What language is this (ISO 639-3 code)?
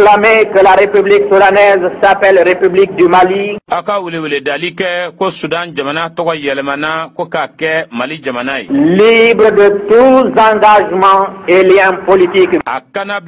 bam